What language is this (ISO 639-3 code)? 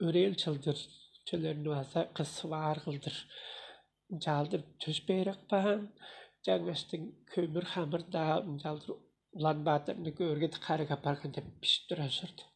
tyv